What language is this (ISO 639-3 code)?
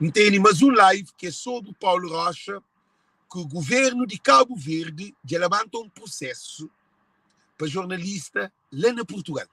kea